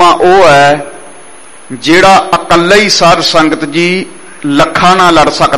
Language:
Punjabi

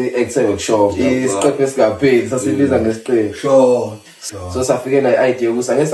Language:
Zulu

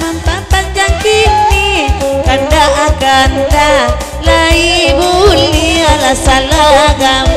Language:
Minangkabau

